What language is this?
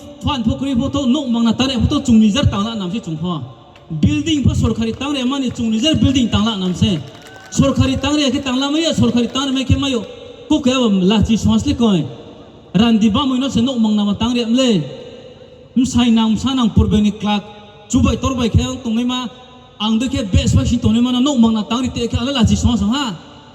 Riang (India)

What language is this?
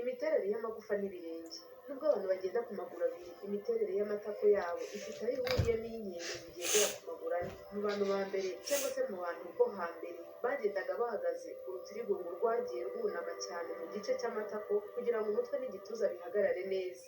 Kinyarwanda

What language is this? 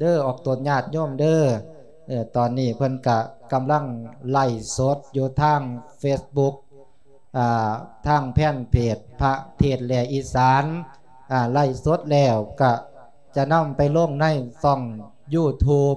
Lao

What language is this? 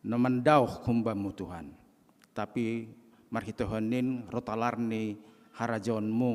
Batak Simalungun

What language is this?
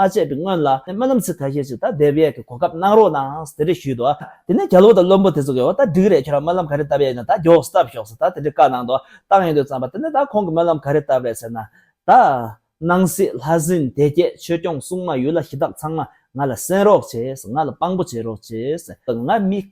Tibetan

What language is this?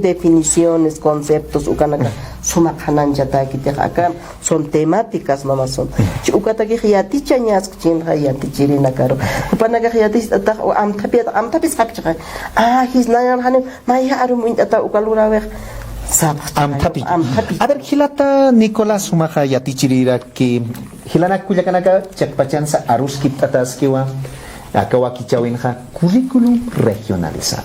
Aymara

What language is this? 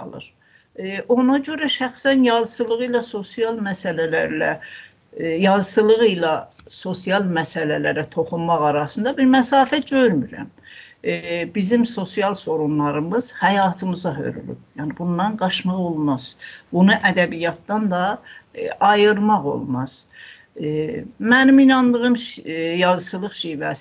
South Azerbaijani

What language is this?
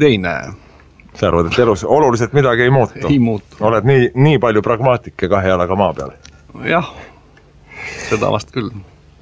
Estonian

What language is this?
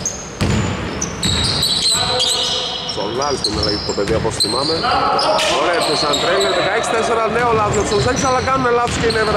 Greek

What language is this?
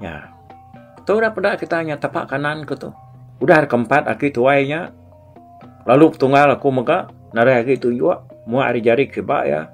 Iban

